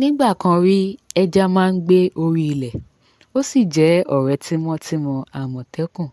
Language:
Yoruba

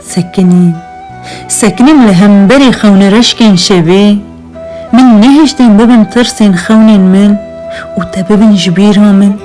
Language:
Kurdish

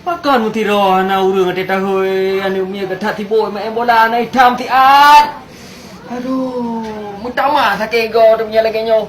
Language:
Achinese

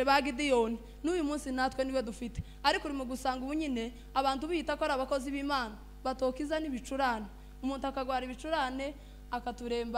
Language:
Kinyarwanda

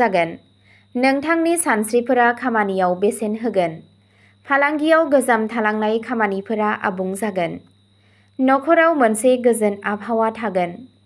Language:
Bodo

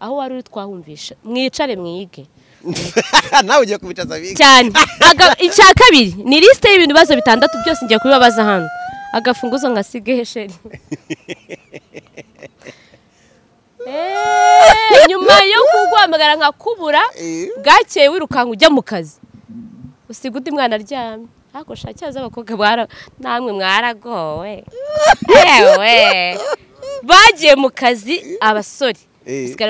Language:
Kinyarwanda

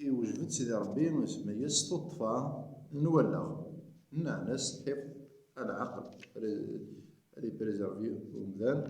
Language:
Kabyle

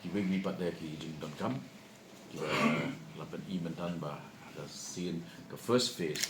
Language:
Khasi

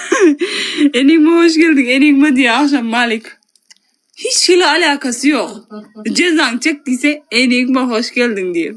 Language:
Turkmen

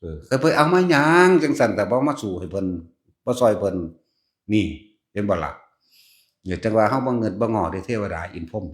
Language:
Lao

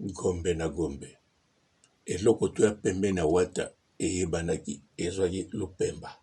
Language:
Lingala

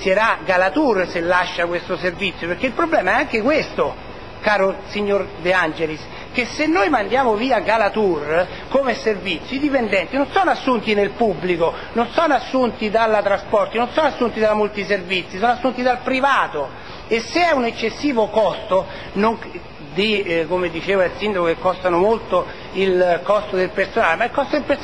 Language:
Italian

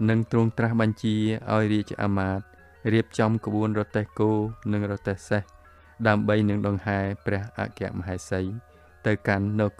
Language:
Khmer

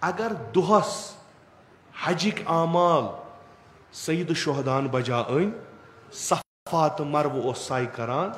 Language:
Kashmiri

